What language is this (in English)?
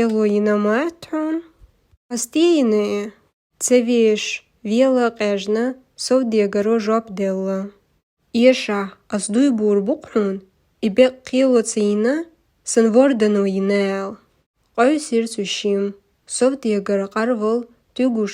Chechen